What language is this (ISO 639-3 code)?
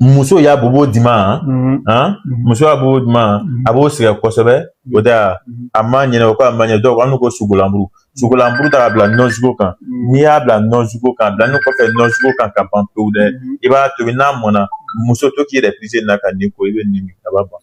bam